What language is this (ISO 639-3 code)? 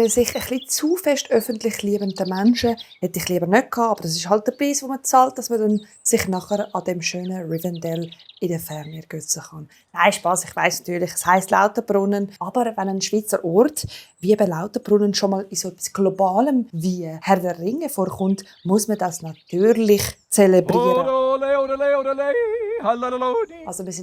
gsw